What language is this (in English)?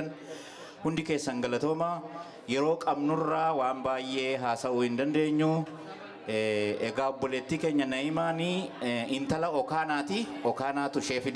Oromo